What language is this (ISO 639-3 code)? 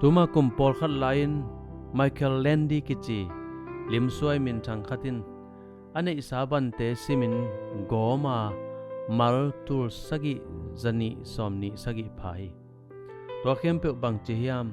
ctd